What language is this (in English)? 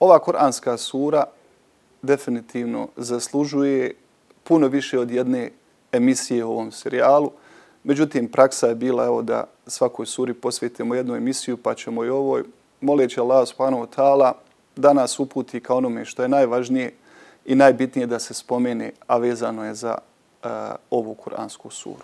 Bosnian